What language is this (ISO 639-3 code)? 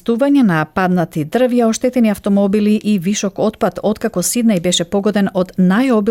mkd